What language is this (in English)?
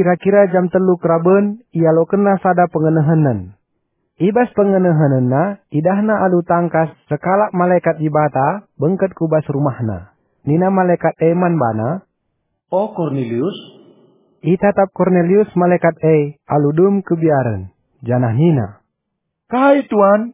Batak Karo